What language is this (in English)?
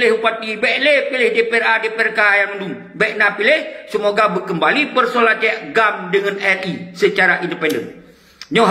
Achinese